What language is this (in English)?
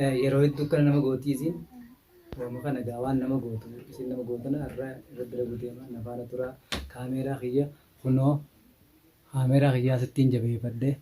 Oromo